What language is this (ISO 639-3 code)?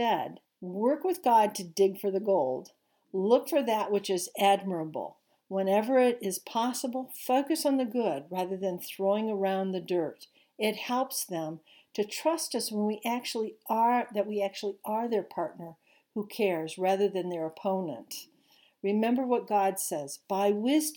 eng